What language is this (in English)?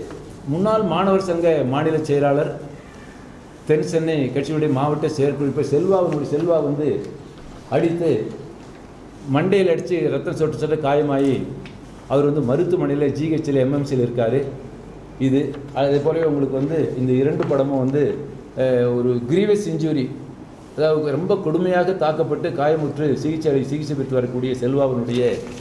Tamil